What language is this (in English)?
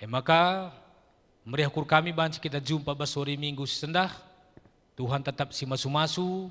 Batak Karo